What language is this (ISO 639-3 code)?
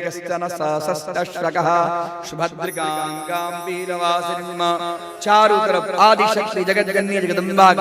mai